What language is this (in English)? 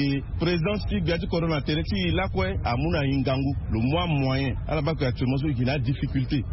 Sango